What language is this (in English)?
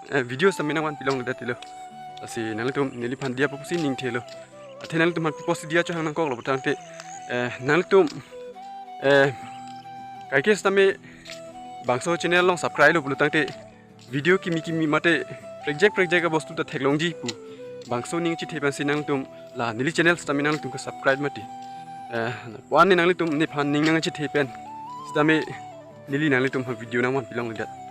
Karbi